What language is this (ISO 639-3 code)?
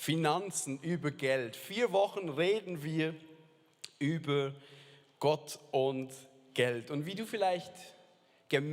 gsw